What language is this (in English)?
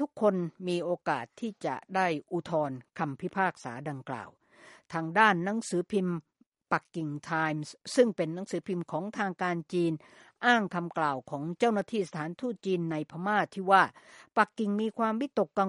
Thai